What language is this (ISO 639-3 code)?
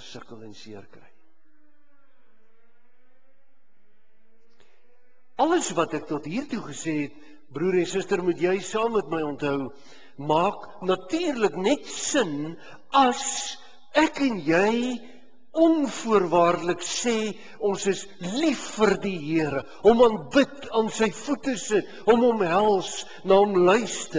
afr